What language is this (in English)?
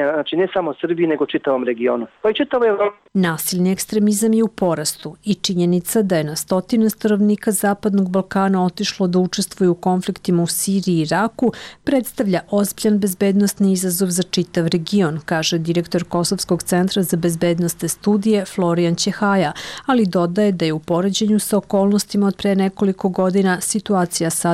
Serbian